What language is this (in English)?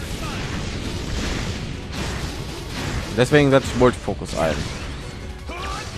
German